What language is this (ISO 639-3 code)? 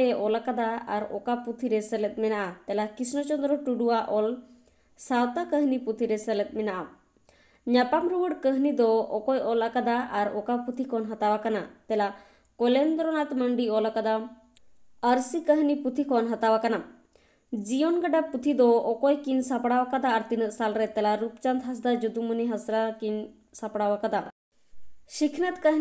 sat